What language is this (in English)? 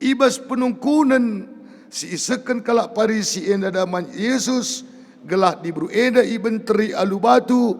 Batak Karo